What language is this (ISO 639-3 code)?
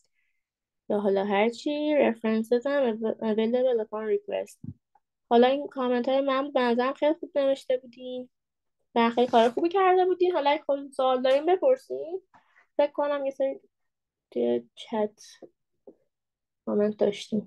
fas